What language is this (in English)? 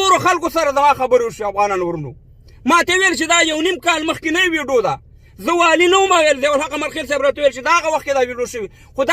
Pashto